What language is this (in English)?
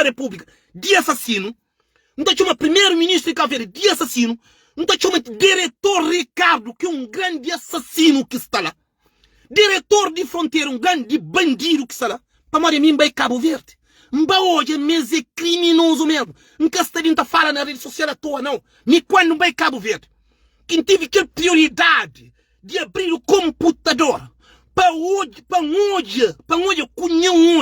Kabuverdianu